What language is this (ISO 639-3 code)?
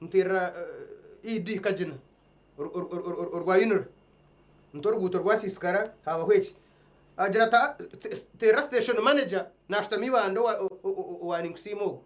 nyn